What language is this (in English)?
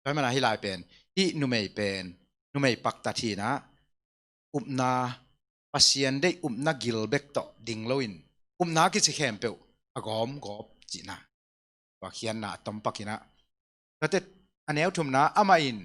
Tedim Chin